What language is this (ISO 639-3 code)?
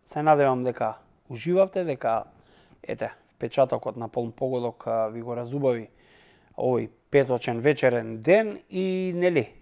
mkd